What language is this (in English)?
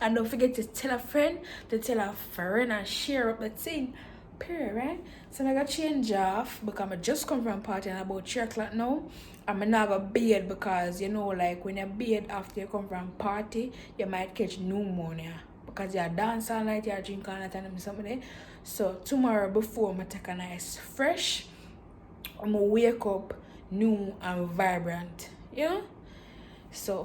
Jamaican Creole English